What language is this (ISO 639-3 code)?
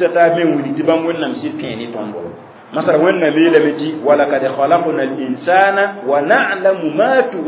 mos